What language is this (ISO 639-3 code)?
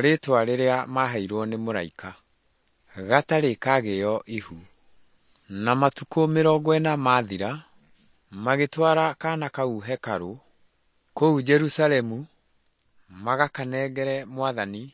kik